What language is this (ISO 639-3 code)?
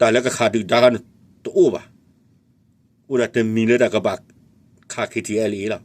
ksw